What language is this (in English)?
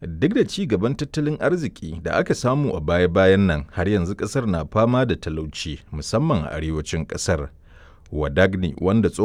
Hausa